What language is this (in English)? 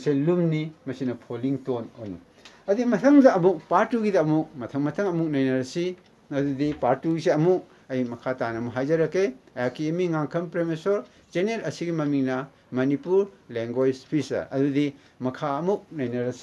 Manipuri